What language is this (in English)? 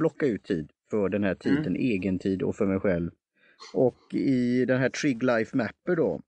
Swedish